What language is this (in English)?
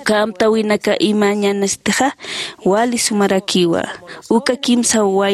Aymara